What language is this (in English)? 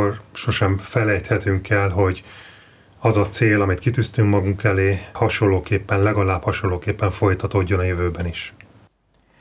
Hungarian